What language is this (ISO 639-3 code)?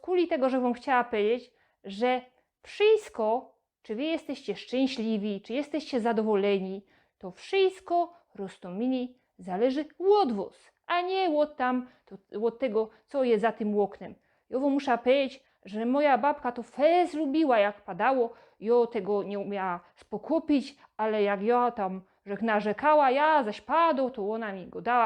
szl